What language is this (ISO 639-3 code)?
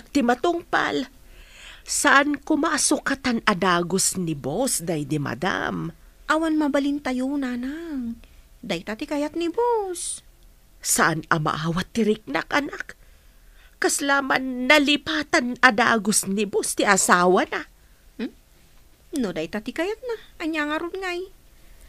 ilo